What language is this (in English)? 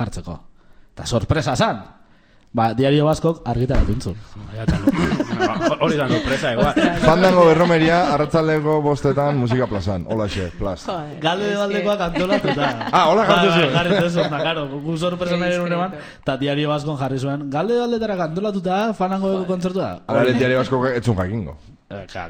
Basque